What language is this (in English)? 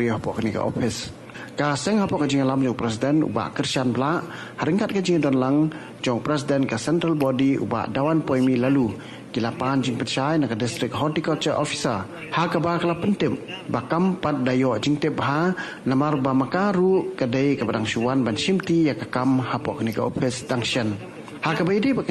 Khasi